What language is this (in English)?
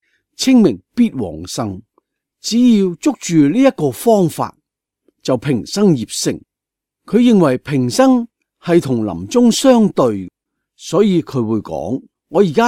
Cantonese